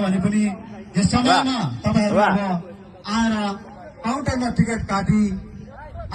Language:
Nepali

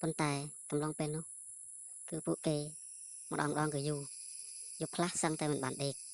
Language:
Khmer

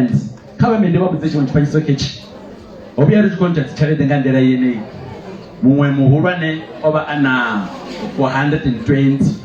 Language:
Venda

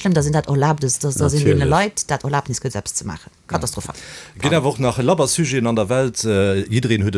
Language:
Luxembourgish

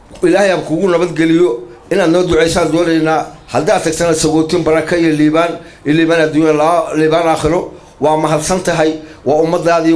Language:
Somali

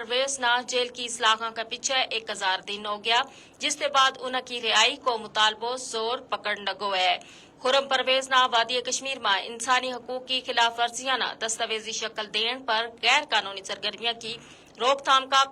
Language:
Gujari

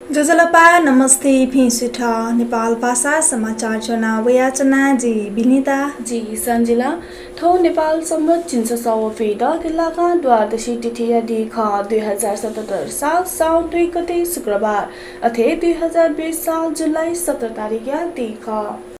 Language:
Newari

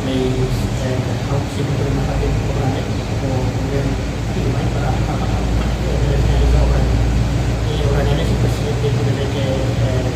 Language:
Tetum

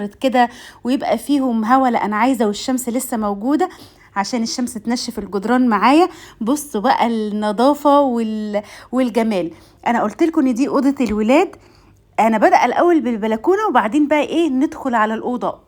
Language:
Egyptian Arabic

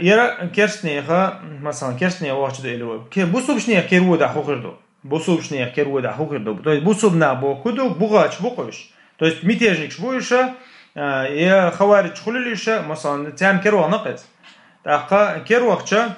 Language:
Chechen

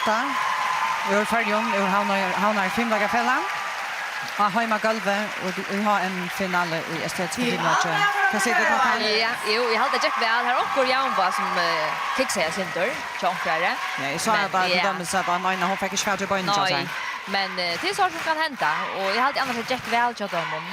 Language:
Faroese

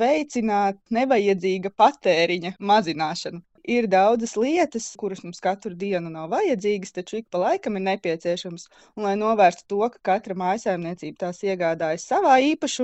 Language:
Latvian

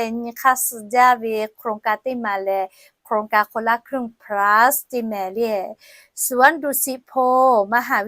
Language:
Lahu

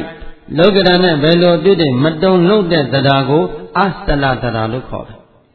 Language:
Burmese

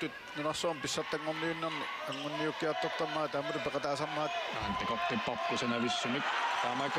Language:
Kalaallisut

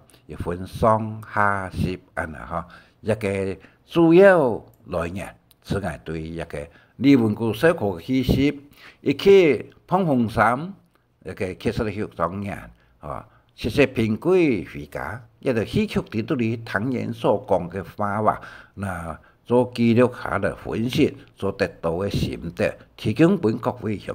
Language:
Hakka Chinese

